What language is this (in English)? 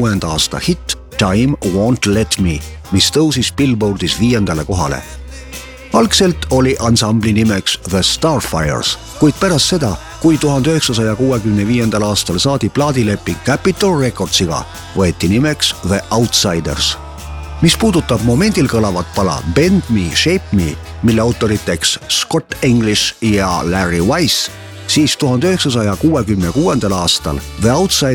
Estonian